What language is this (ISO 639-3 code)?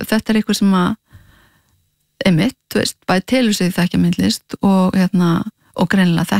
isl